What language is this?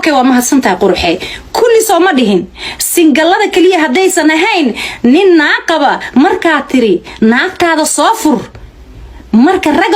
Somali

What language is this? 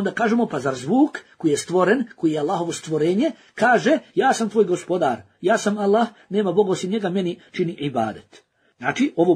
Bosnian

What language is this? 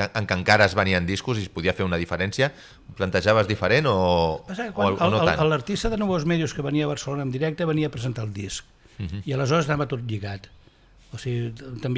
Catalan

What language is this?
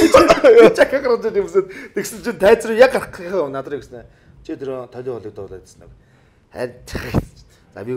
Mongolian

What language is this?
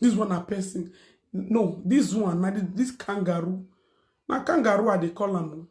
Nigerian Pidgin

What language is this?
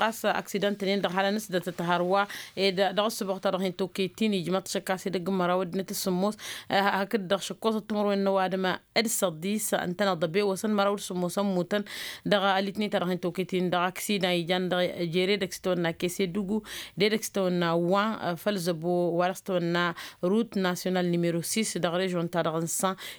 Tamasheq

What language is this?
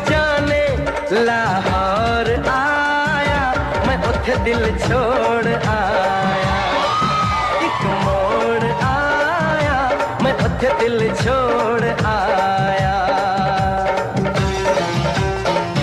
Hindi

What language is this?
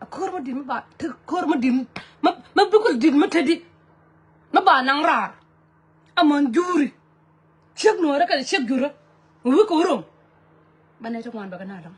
Nuer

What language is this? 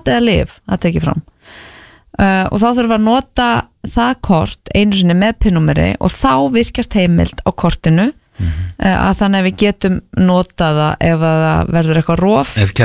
Icelandic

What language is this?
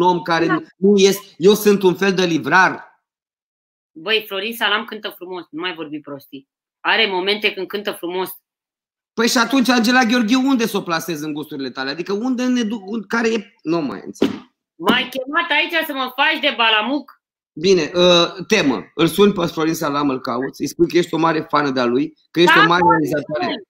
Romanian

